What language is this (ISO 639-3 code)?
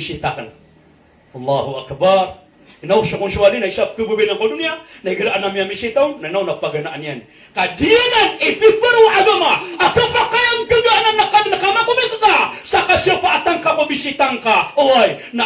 mrw